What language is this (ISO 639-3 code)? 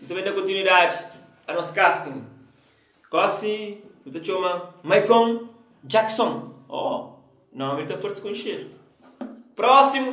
kea